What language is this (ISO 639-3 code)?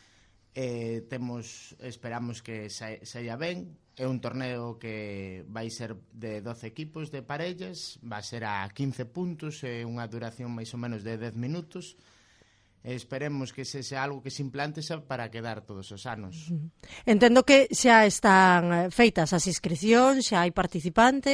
glg